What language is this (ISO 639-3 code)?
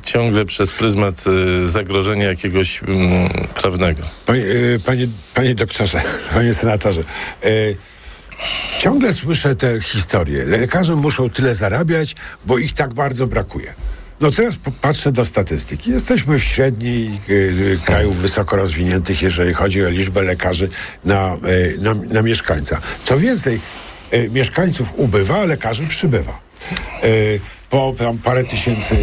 pol